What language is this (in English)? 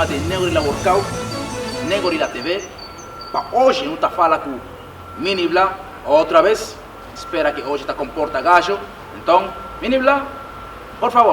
Kabuverdianu